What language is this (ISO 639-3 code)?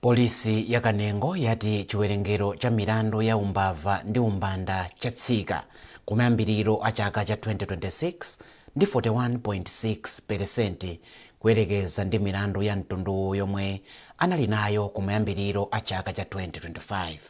nya